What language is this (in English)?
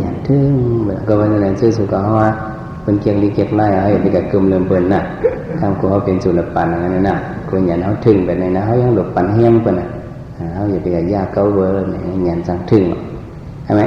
Shan